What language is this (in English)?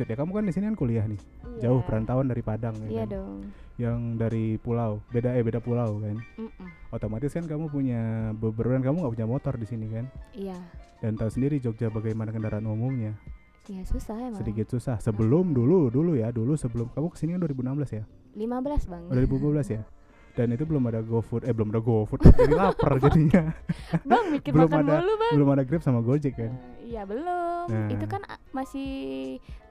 Indonesian